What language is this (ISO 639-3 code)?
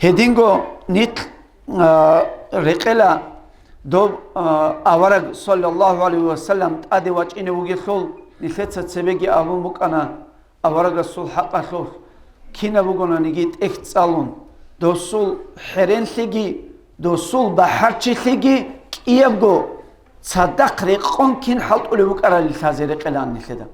ava